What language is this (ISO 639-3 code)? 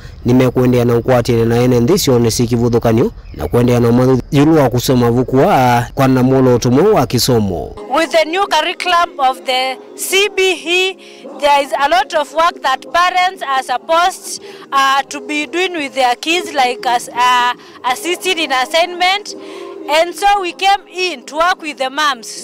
kam